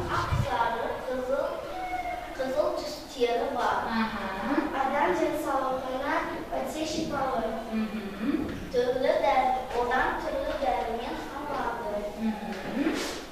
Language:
Kazakh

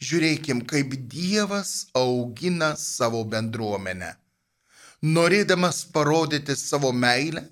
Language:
Lithuanian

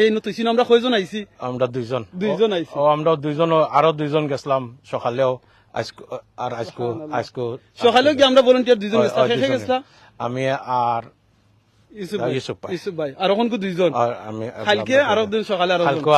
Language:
Sylheti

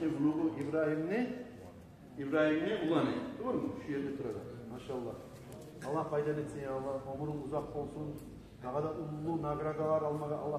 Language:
Kumyk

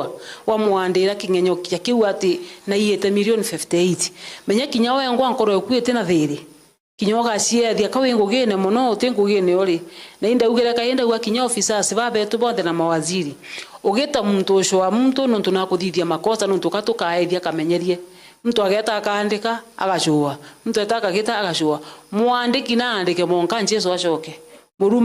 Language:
Meru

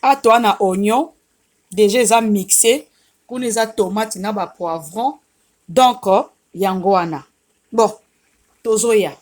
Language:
Lingala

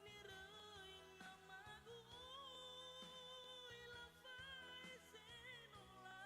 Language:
Nias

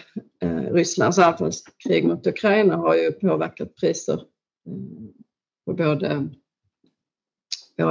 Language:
Swedish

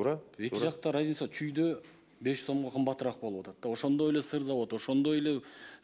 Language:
Kyrgyz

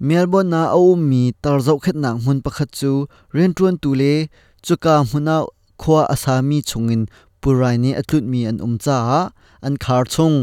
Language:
Hakha Chin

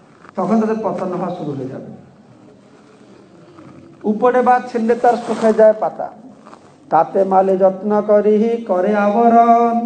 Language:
Bangla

